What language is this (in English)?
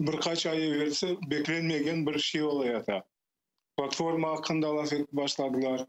Crimean Tatar